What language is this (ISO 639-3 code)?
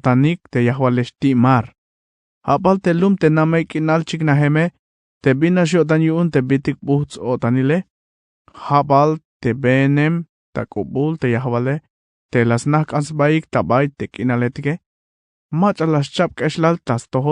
tzh